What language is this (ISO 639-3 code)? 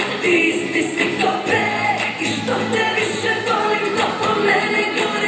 srp